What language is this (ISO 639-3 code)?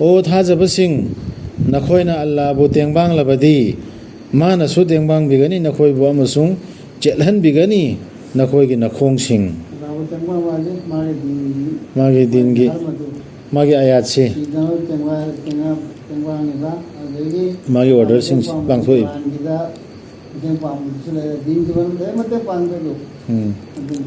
mni